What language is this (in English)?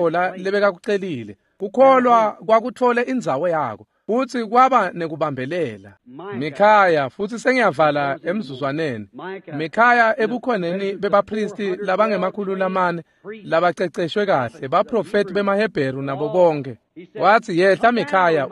Swati